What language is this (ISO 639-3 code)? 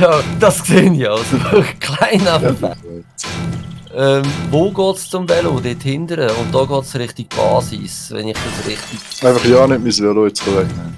gsw